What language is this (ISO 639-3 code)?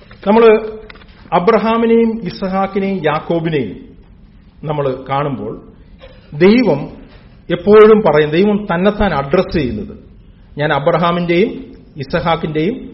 mal